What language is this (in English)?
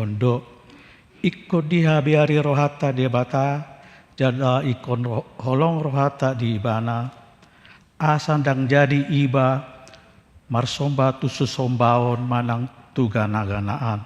Batak Toba